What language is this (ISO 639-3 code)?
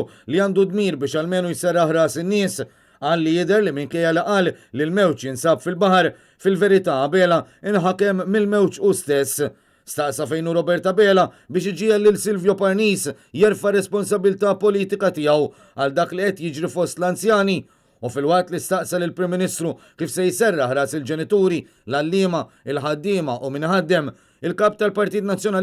mlt